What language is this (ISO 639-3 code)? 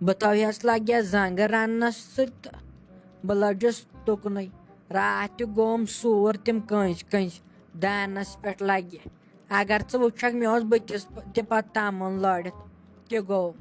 kas